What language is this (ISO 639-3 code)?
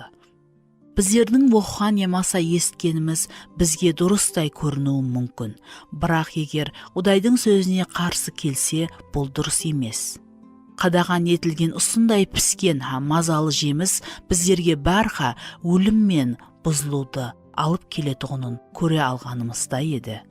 kaa